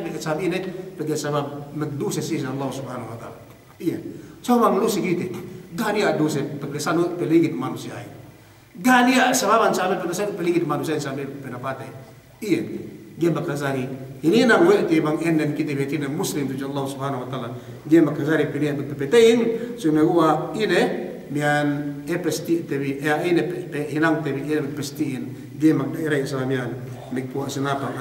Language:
Yakan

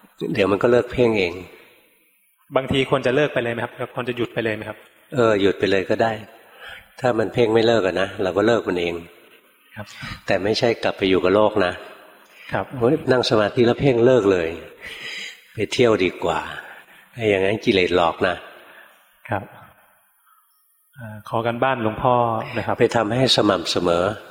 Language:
Thai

